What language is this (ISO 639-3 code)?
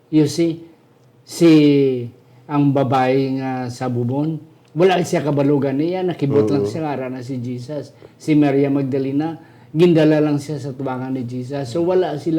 hil